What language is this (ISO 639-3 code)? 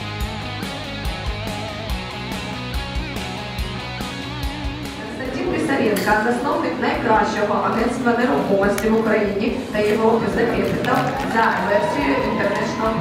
ukr